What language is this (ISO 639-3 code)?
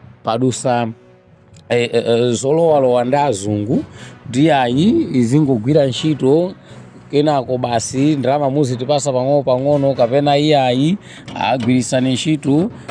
nya